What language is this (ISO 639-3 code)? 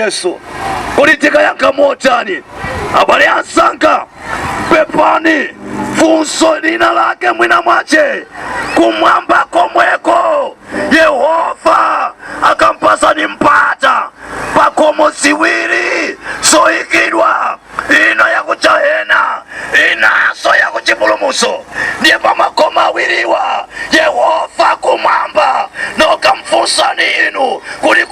nya